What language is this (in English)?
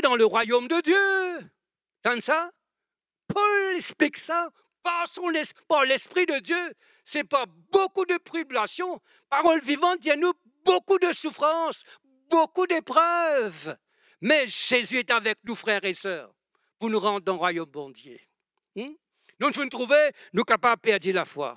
Morisyen